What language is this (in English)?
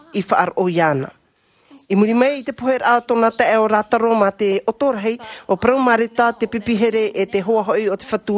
Tahitian